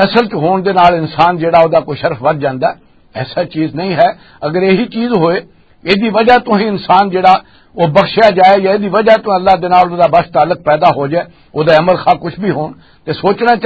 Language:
Western Panjabi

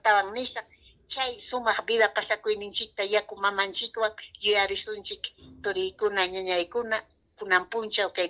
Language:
Ayacucho Quechua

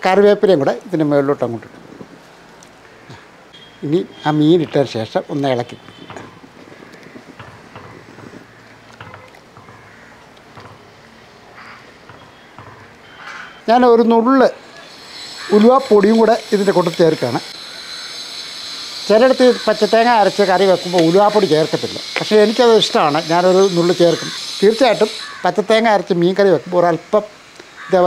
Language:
Malayalam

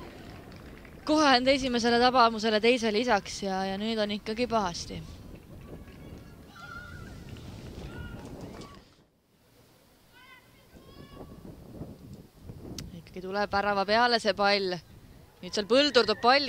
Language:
Estonian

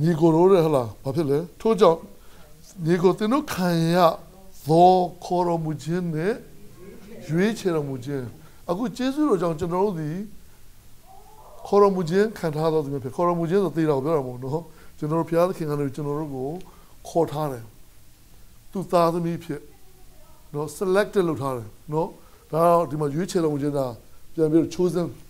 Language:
Burmese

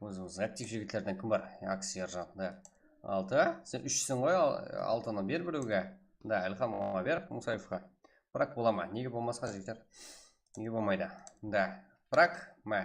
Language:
Kara-Kalpak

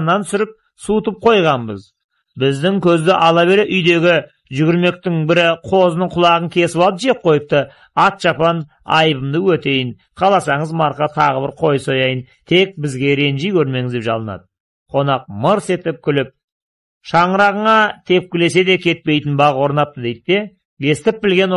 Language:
Kazakh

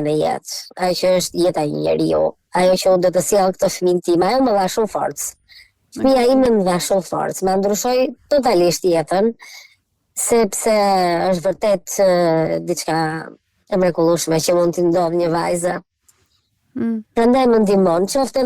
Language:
Albanian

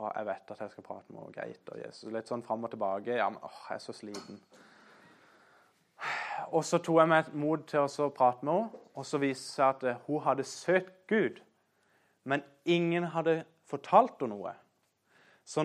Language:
Norwegian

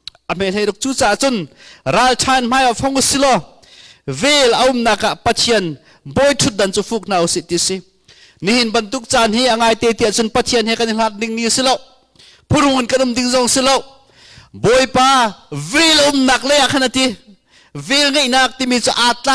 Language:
Hakha Chin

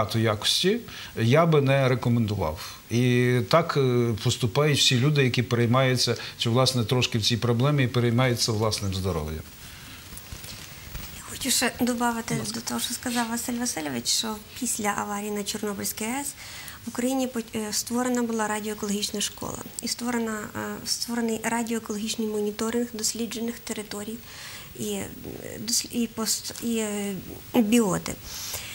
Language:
Ukrainian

